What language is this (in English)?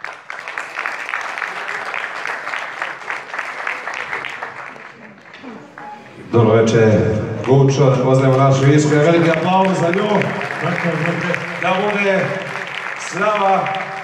Croatian